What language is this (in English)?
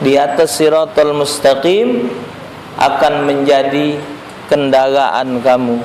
Musi